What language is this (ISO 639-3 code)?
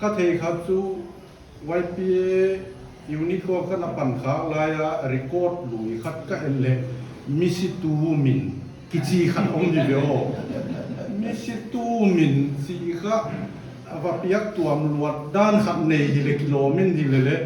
pck